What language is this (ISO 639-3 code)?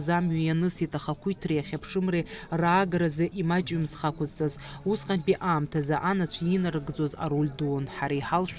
abk